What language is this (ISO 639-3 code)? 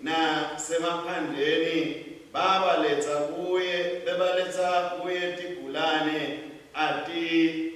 ssw